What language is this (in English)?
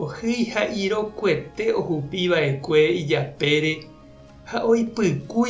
Guarani